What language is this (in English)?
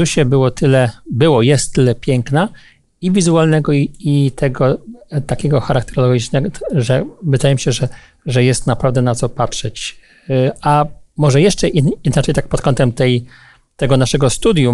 Polish